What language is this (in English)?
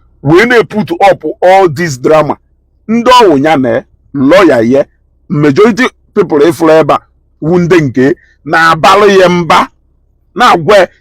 Igbo